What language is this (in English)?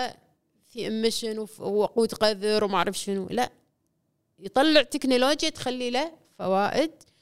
Gulf Arabic